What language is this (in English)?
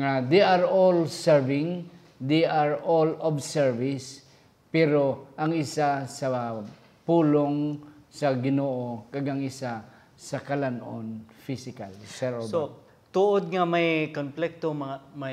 Hiligaynon